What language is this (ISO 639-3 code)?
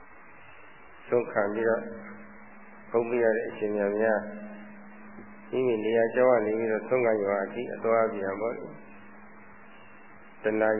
mya